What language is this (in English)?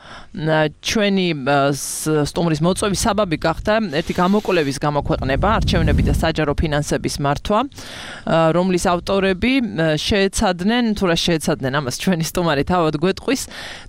Georgian